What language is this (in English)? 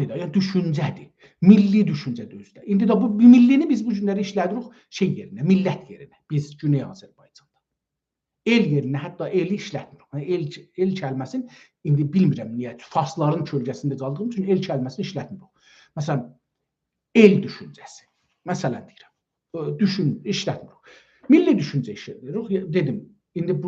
South Azerbaijani